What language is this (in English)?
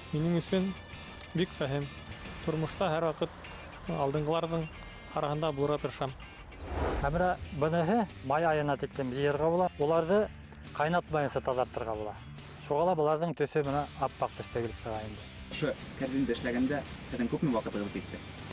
Bashkir